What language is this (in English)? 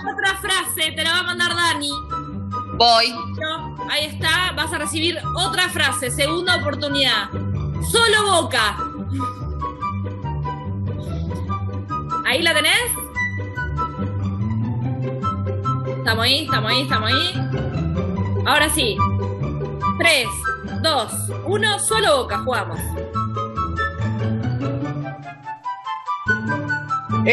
Spanish